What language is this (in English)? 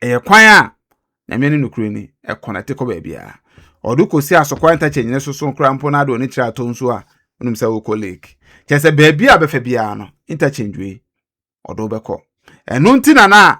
Akan